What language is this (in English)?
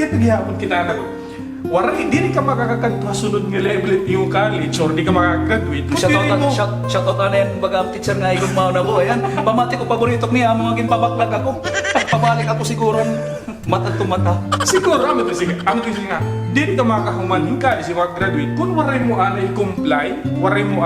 Waray